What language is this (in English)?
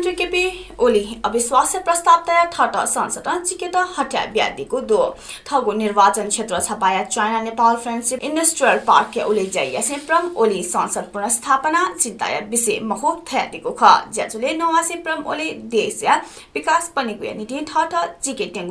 Newari